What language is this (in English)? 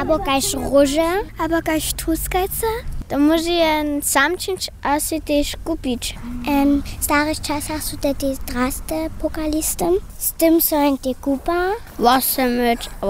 Upper Sorbian